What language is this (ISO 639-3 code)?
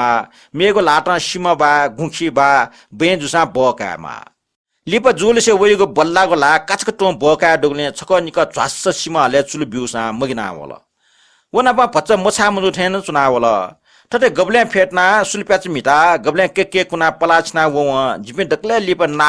new